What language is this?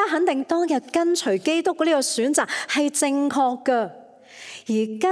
Cantonese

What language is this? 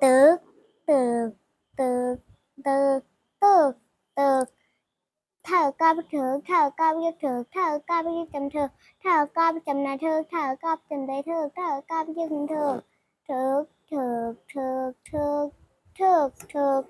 Shan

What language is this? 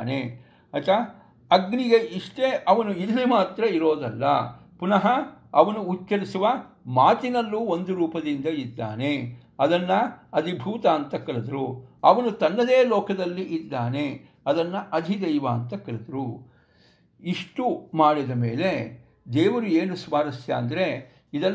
Kannada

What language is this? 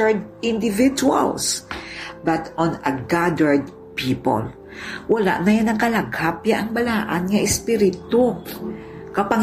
Hiligaynon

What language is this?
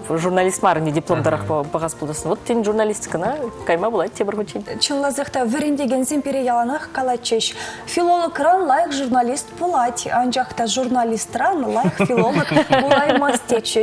Chuvash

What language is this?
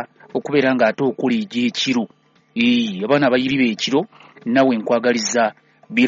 Ganda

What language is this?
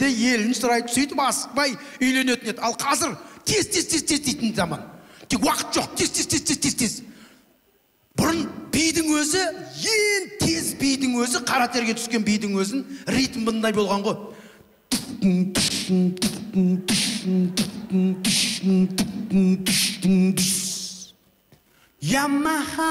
Kazakh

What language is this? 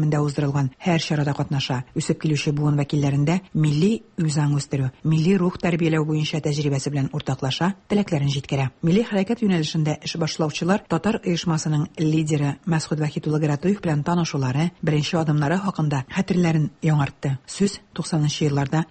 Tatar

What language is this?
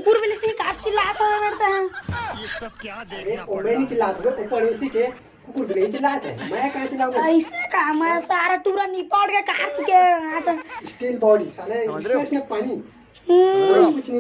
Chhattisgarhi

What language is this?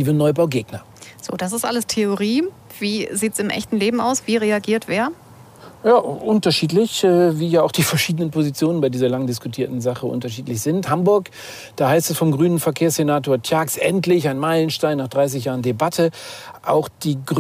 German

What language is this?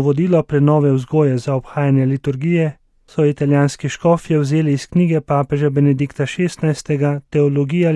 Slovenian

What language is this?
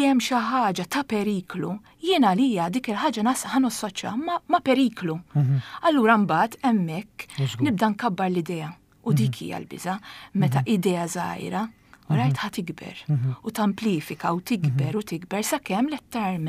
Maltese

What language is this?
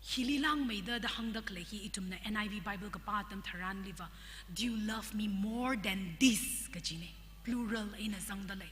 Tangkhul Naga (India)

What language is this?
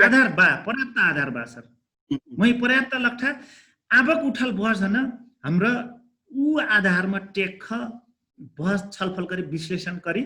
Dangaura Tharu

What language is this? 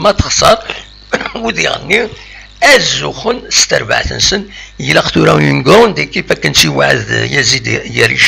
Kabyle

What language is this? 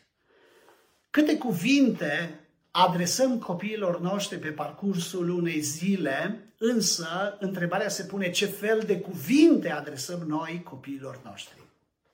Romanian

